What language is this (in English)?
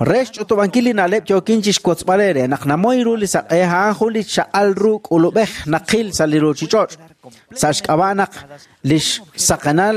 Kekchí